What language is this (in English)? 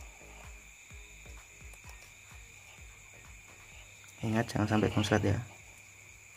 Indonesian